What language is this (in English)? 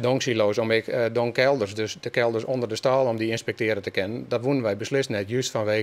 Western Frisian